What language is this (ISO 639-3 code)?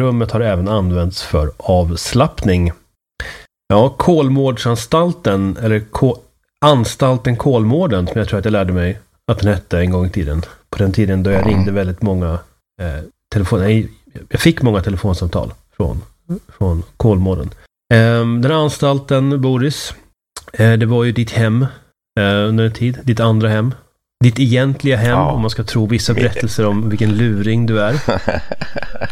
swe